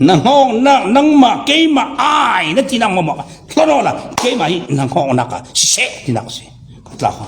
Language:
Falam Chin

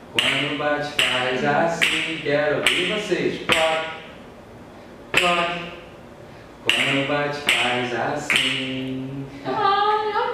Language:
Portuguese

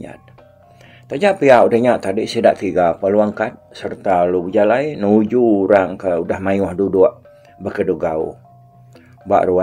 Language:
Iban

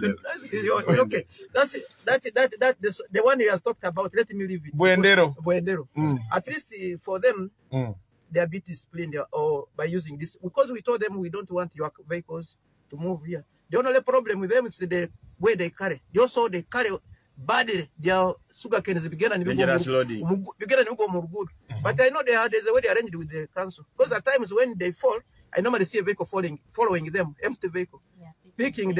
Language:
Nyoro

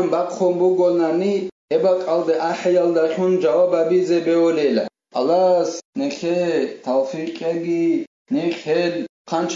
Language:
Avaric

